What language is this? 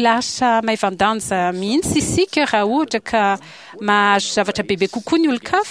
Malagasy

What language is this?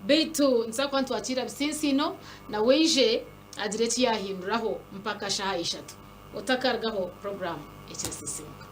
Nyankole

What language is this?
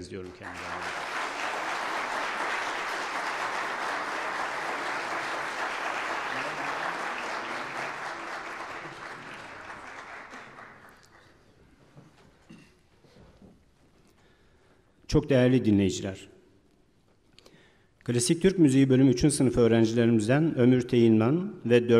Turkish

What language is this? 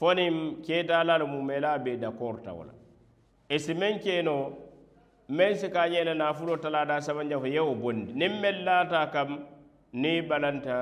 Mandingo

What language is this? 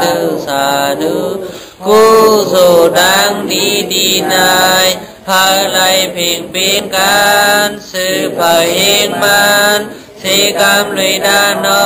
Shan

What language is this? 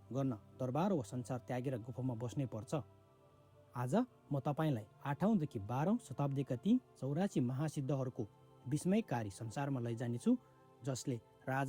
Nepali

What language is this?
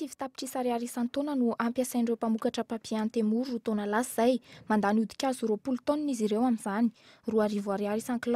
Malagasy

